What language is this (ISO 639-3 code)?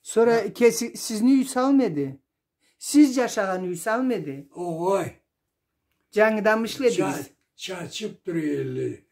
krc